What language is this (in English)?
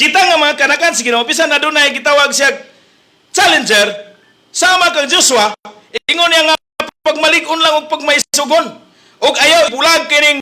Cebuano